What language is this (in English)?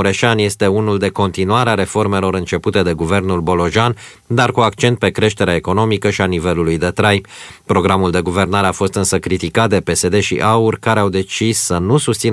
Romanian